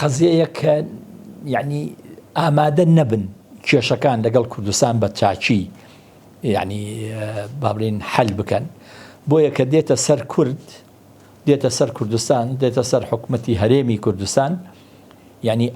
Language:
Central Kurdish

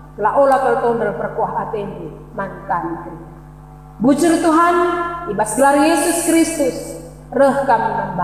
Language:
Batak Karo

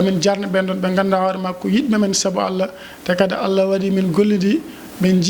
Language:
Fula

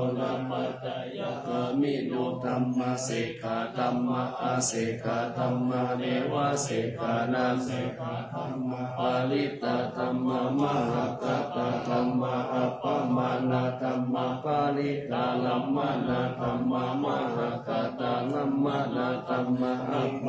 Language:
Pali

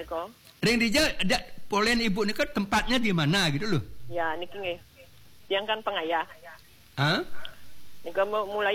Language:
Balinese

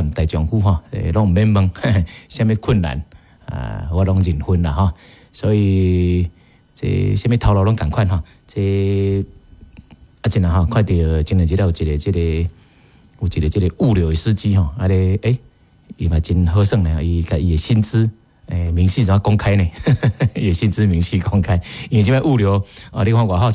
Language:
Min Nan Chinese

